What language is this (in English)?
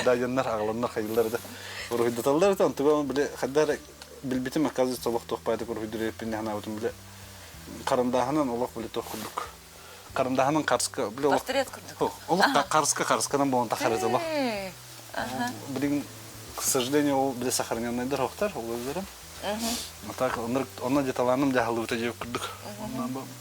Yakut